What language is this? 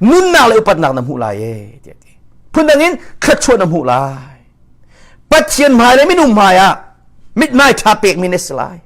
Hakha Chin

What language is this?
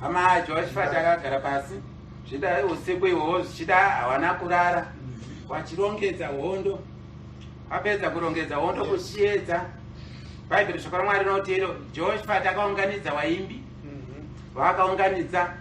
Shona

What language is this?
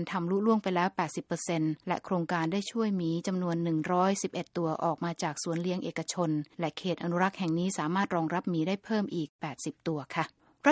Thai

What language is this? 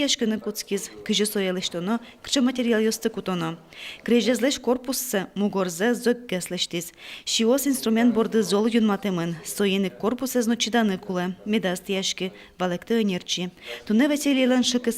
Udmurt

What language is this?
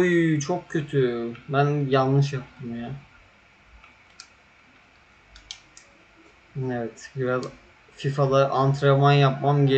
Turkish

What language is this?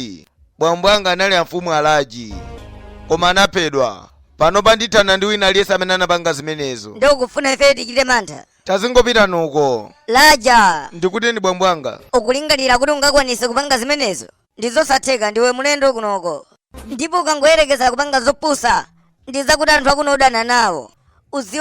Nyanja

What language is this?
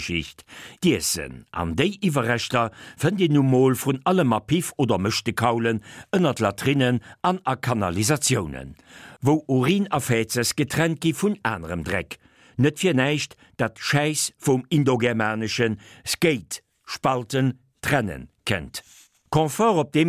Luxembourgish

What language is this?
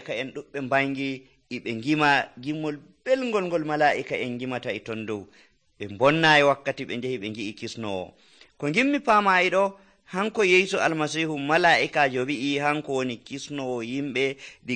Nigerian Fulfulde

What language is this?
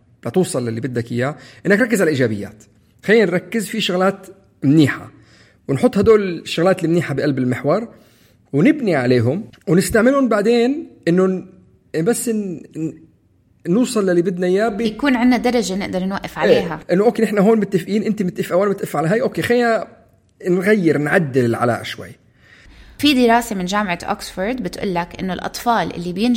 North Levantine Arabic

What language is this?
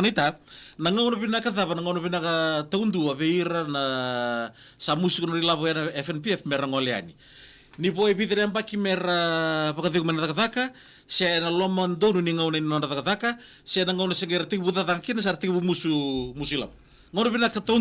Fijian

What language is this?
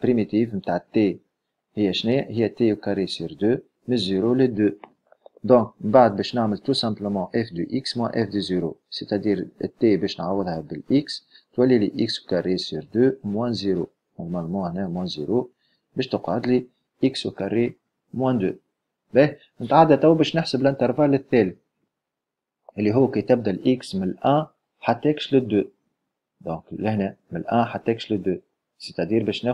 Tunisian Arabic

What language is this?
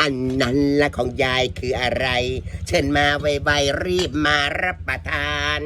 Northeastern Thai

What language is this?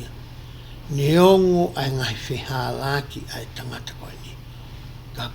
Tongan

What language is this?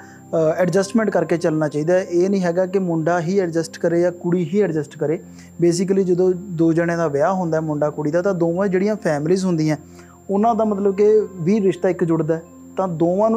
Punjabi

